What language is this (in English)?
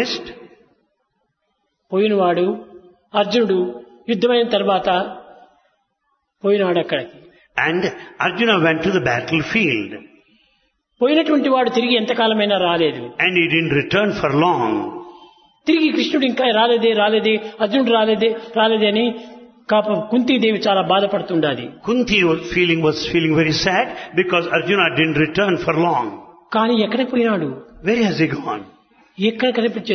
Telugu